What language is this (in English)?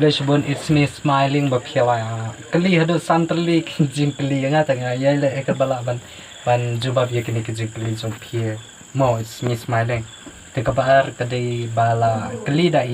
Khasi